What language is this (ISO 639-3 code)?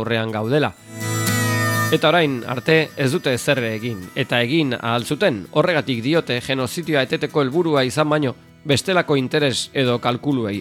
eus